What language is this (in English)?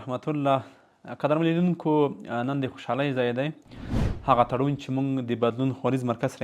Pashto